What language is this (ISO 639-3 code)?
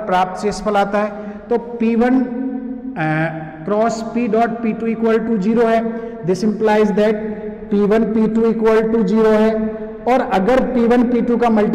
hin